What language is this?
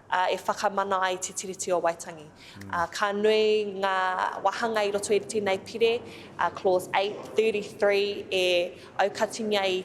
Māori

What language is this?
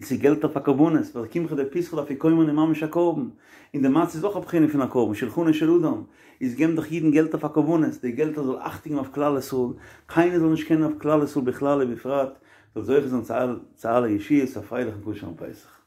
Yiddish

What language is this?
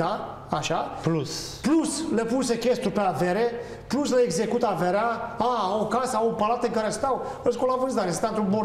Romanian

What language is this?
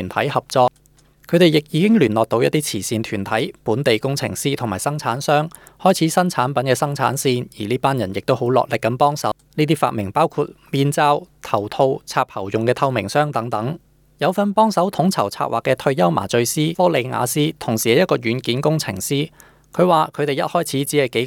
Cantonese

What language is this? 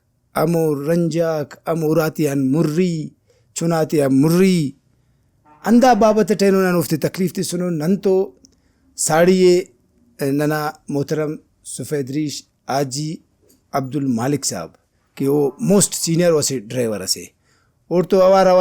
Brahui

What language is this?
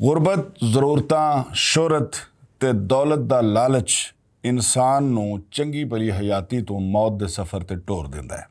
Western Panjabi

